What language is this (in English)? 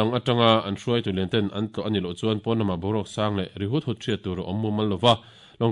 Mizo